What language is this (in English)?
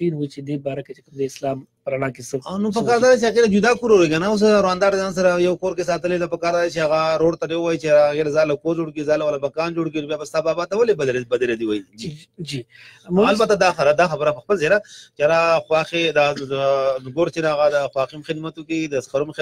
Pashto